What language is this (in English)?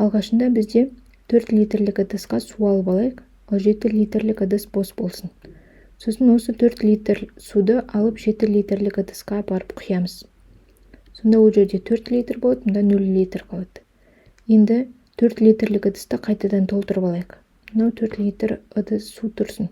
Kazakh